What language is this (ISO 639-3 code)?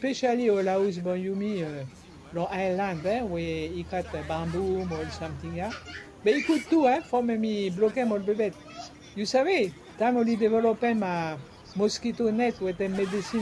bis